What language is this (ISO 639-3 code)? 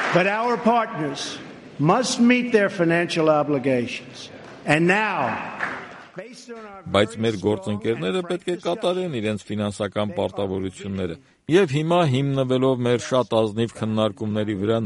hye